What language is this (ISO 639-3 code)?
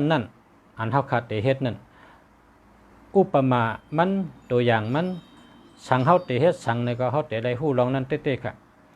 shn